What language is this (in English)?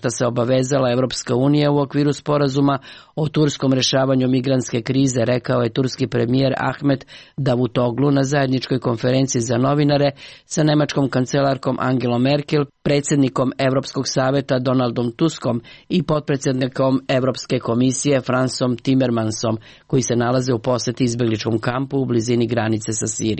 Serbian